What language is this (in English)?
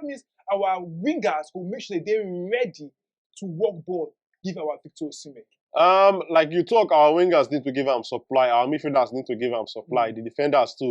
Nigerian Pidgin